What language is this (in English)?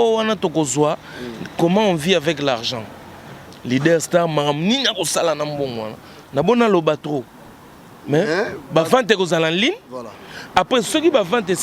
Lingala